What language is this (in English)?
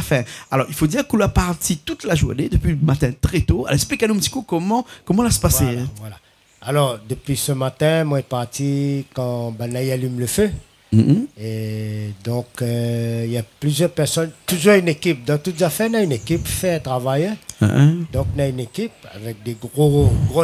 Réunion Creole French